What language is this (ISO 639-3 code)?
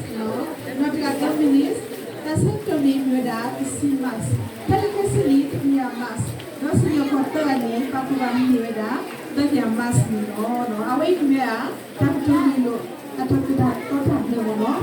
ksw